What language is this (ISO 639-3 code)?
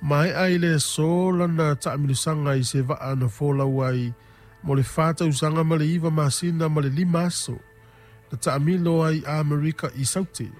smo